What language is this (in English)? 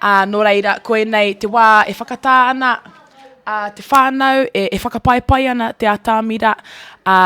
Māori